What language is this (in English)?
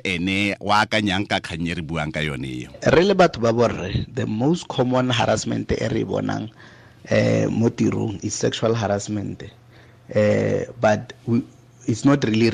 Tswana